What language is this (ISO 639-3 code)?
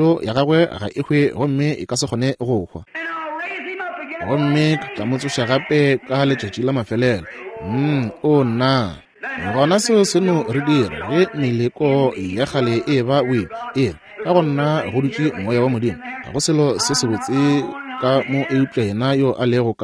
nso